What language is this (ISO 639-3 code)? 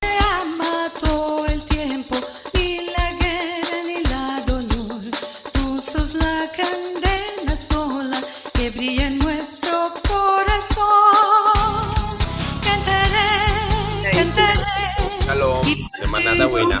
lad